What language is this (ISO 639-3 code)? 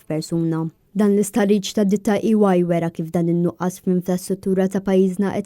mlt